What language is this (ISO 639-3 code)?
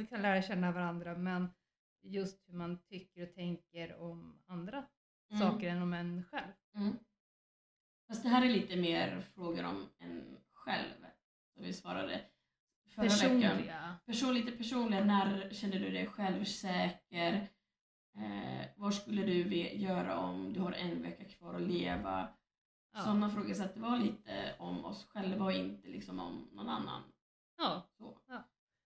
swe